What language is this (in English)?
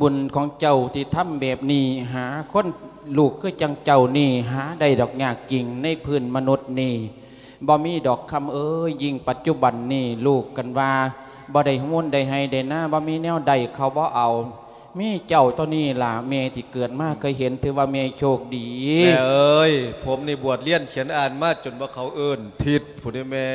Lao